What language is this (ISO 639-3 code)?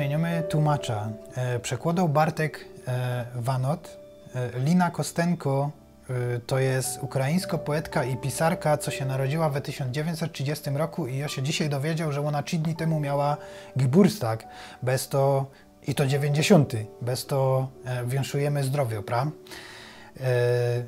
szl